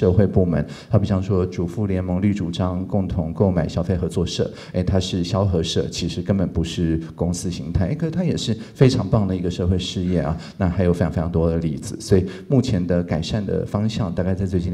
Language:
Chinese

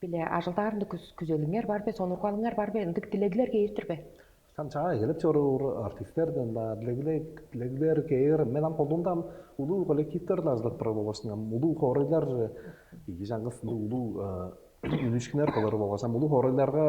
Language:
Tuvinian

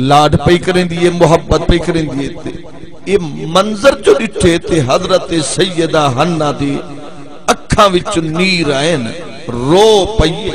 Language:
Saraiki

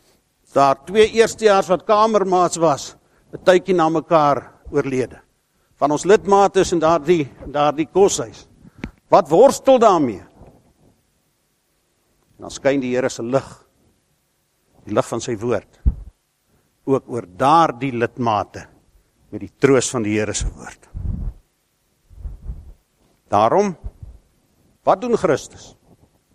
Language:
Afrikaans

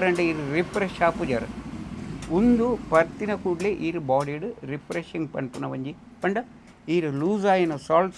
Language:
Tulu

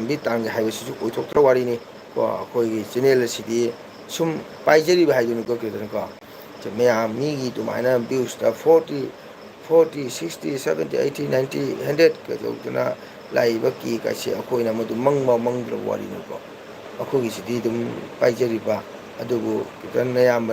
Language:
Manipuri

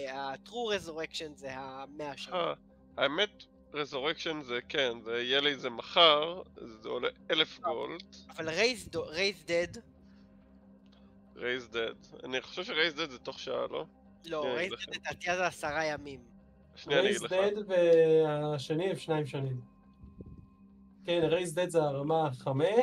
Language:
Hebrew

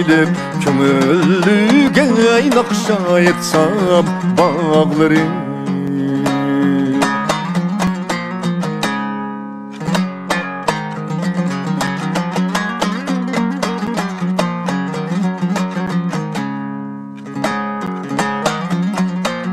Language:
Turkish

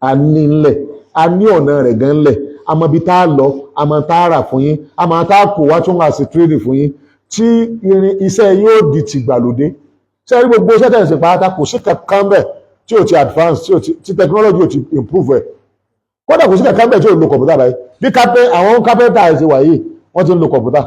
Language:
Yoruba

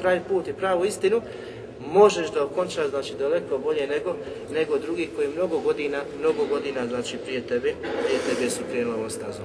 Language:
Bosnian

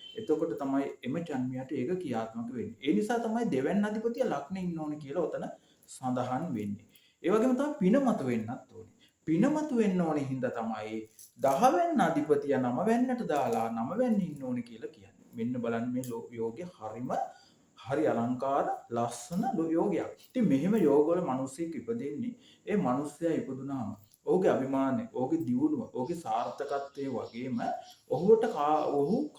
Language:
Sinhala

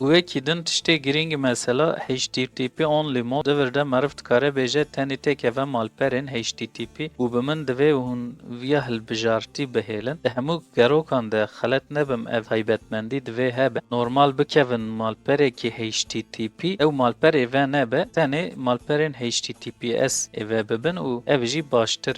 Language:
Kurdish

